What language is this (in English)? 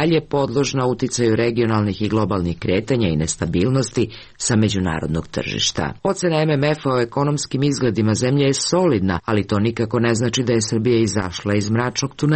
Serbian